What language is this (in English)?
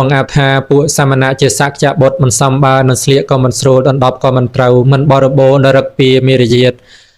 Khmer